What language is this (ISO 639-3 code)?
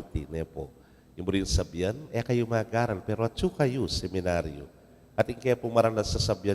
pam